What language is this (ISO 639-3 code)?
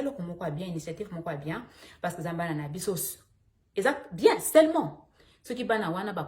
lin